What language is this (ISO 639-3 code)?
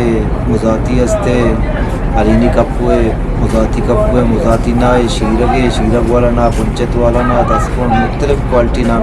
bgp